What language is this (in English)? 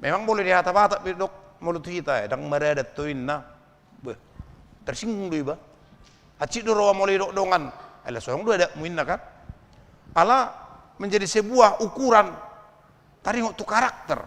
Batak Toba